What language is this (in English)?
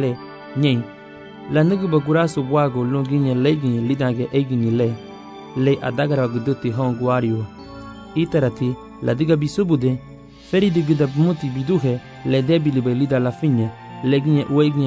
Garifuna